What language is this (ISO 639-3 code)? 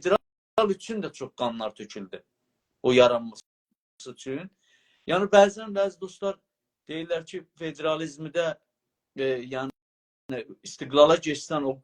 azb